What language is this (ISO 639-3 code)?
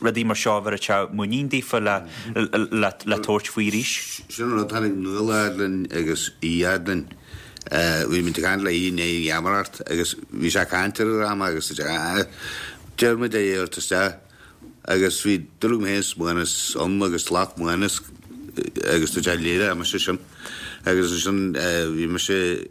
gle